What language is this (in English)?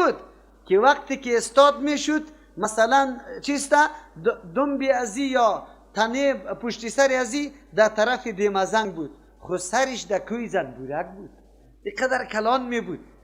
Persian